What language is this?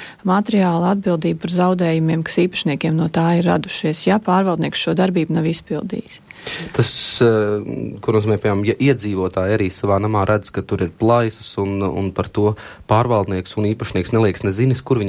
Latvian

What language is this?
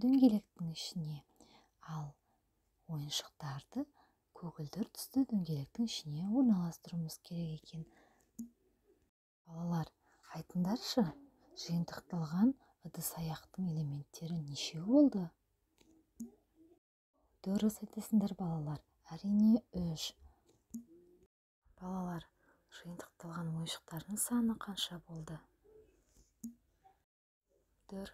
Kazakh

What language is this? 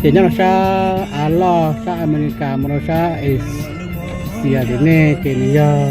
Hmong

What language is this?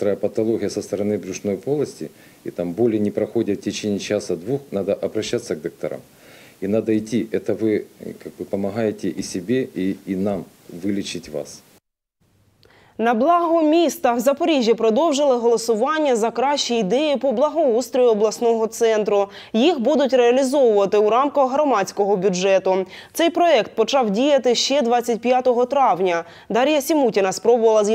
Ukrainian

